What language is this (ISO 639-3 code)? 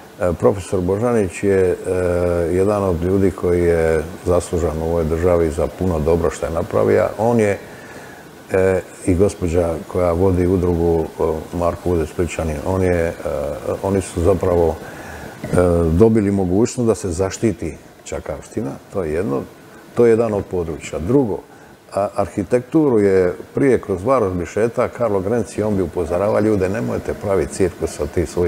hrv